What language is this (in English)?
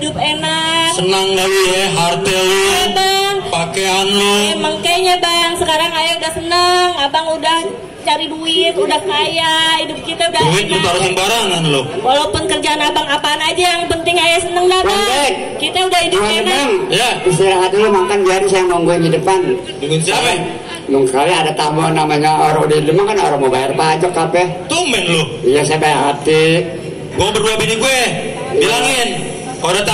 Betawi